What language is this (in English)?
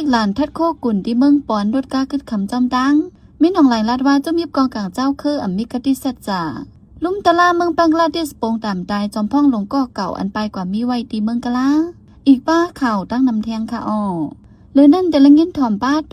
Shan